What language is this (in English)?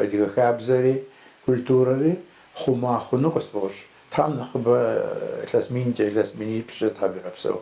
Kabardian